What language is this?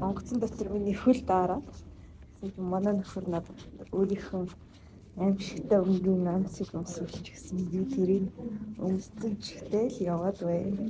Mongolian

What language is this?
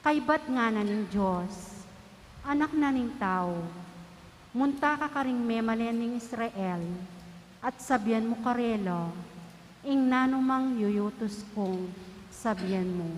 Pampanga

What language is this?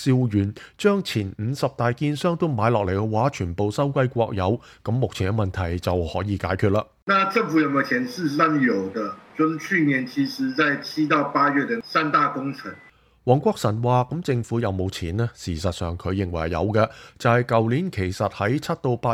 Cantonese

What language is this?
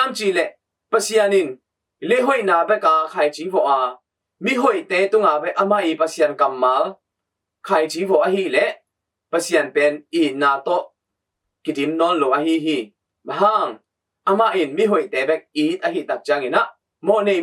Tedim Chin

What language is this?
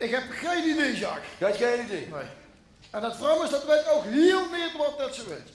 Limburgish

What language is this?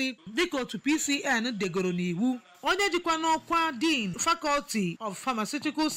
Igbo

